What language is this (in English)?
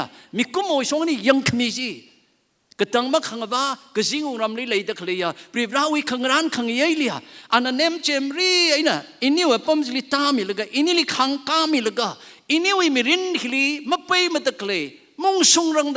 Tangkhul Naga (India)